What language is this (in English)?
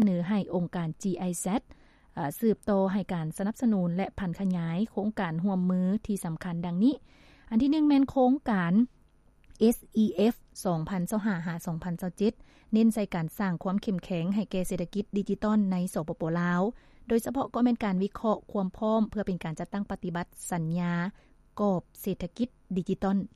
Lao